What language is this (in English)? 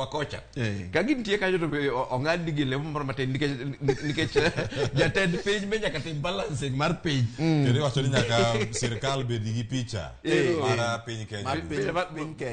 Luo (Kenya and Tanzania)